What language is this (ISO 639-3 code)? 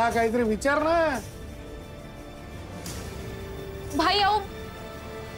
mar